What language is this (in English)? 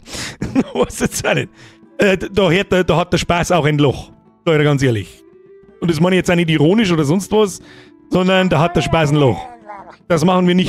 Bavarian